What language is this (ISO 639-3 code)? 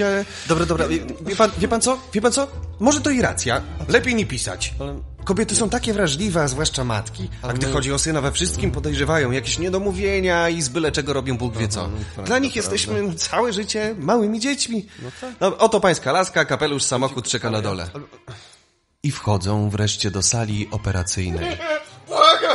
pol